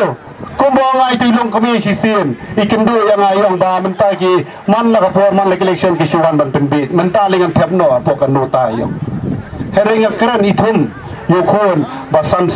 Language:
Khasi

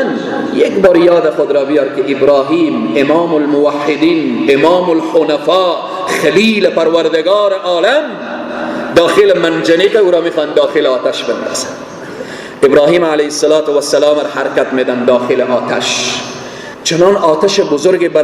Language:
Persian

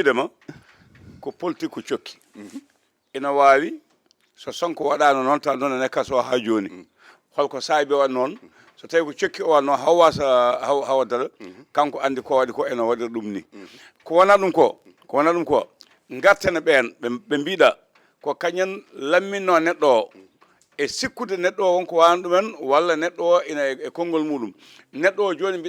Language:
Fula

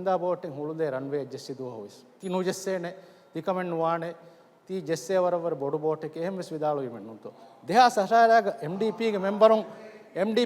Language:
Divehi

